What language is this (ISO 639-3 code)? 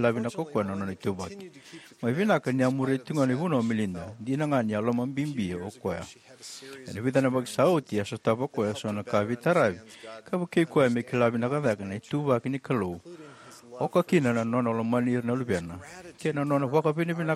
fij